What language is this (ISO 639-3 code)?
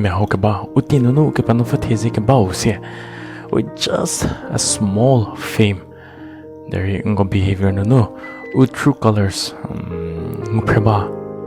njm